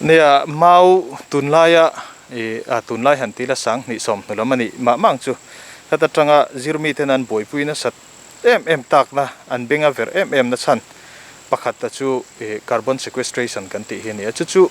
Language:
Mizo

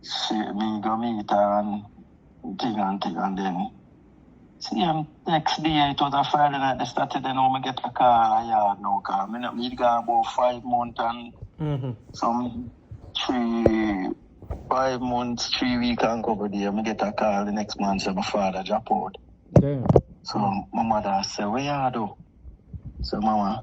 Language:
Jamaican Creole English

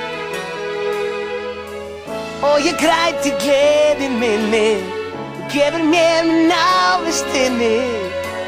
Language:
Icelandic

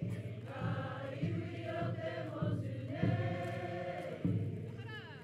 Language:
Māori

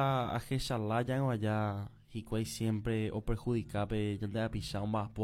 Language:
Guarani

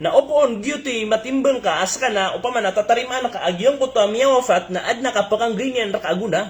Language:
Maranao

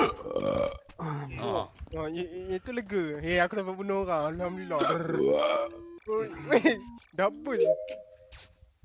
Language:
Malay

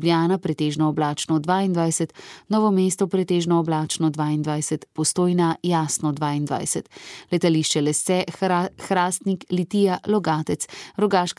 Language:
Slovenian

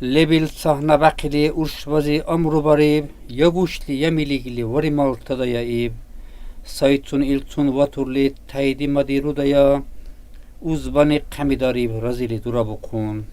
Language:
Dargwa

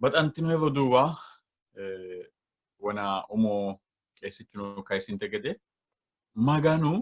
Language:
Sidamo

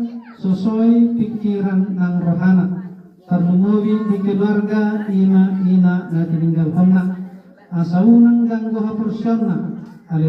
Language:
Batak Toba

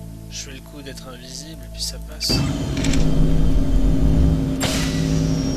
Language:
French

